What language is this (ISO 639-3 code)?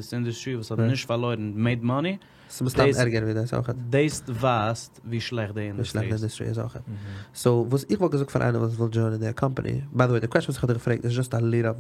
yid